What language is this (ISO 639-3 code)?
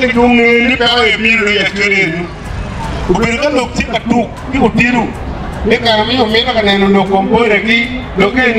ach